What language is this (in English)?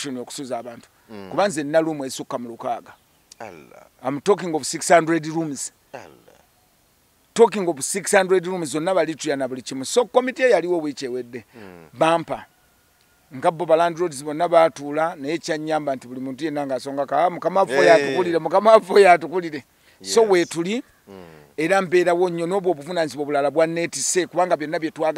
Ganda